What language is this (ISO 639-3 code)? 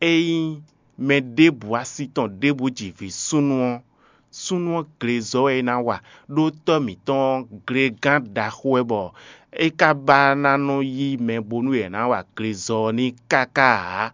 fon